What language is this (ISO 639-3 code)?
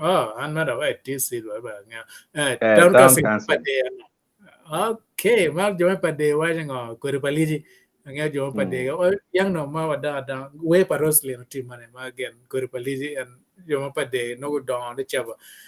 ach